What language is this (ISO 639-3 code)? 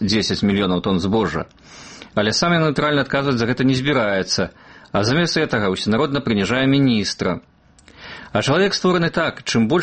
bel